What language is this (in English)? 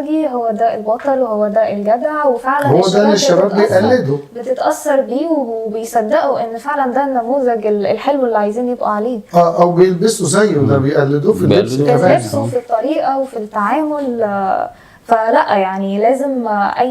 Egyptian Arabic